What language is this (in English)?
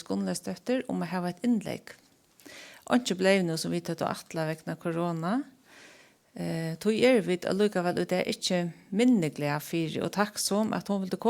Faroese